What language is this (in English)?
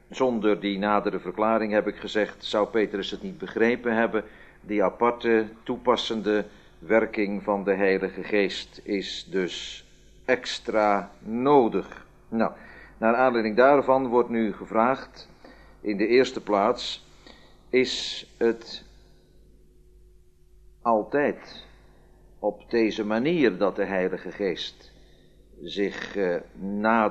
Dutch